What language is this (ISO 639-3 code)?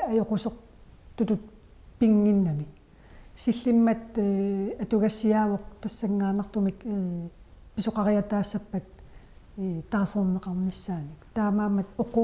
kal